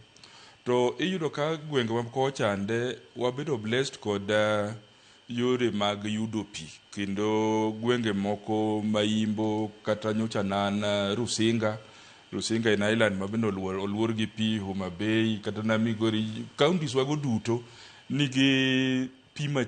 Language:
Luo (Kenya and Tanzania)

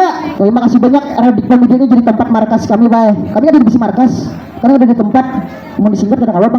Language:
Banjar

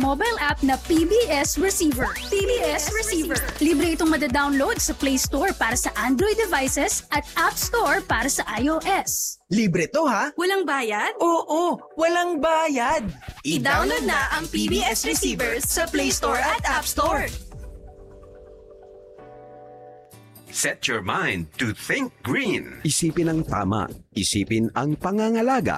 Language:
Filipino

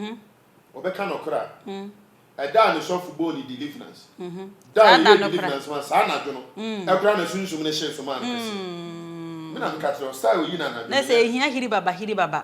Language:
Akan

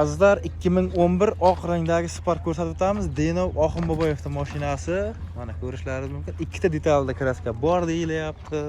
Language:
Uzbek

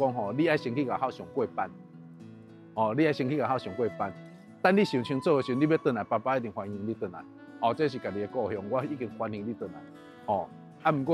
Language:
Min Nan Chinese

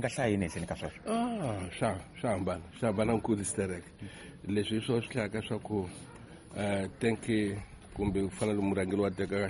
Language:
Tsonga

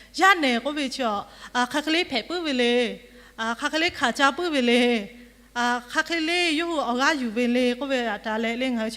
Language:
Lahu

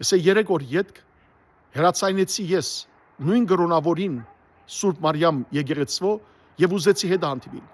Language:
Western Armenian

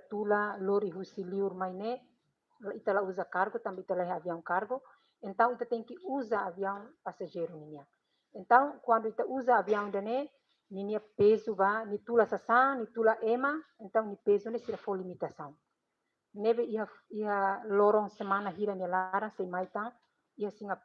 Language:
Tetum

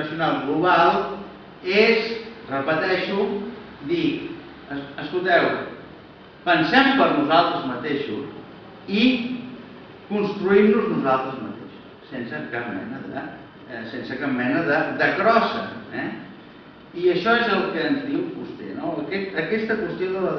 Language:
Catalan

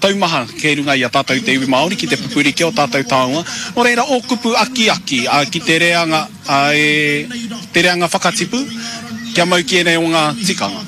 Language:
Māori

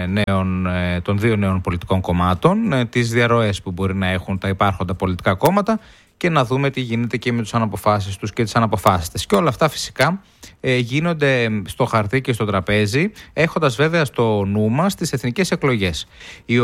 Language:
Greek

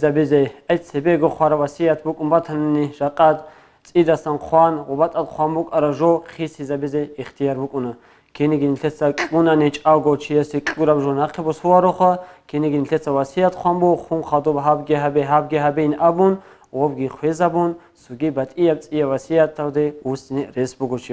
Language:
Avaric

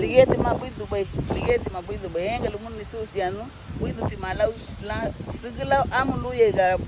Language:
Garifuna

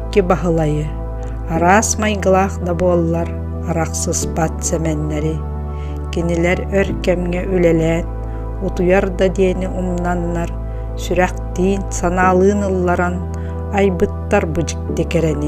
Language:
Yakut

